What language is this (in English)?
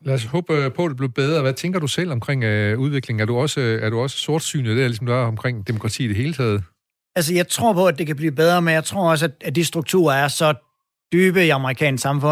Danish